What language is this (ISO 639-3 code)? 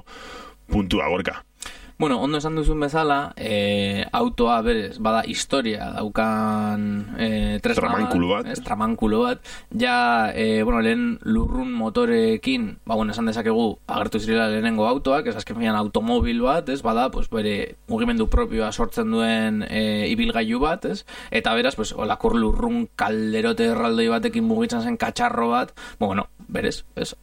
eus